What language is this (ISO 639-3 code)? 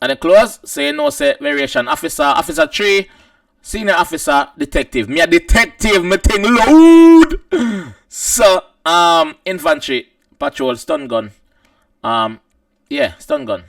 jam